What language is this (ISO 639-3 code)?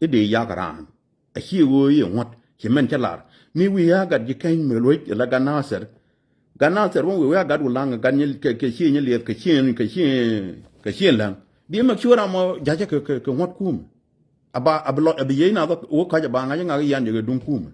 nus